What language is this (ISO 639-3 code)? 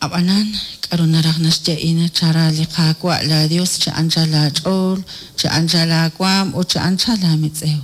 kek